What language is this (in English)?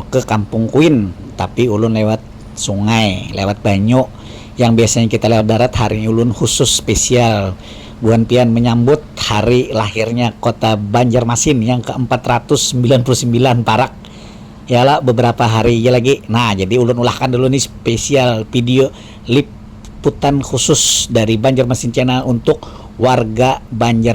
Banjar